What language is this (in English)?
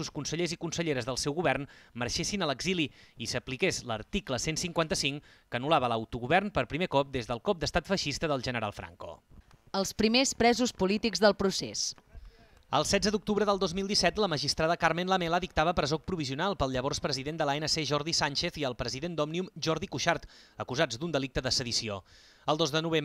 Catalan